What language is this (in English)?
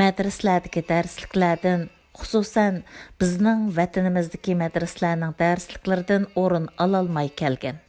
Uyghur